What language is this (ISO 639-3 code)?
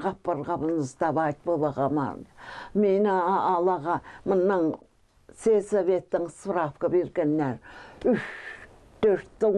kjh